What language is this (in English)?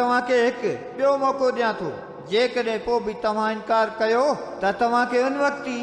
Sindhi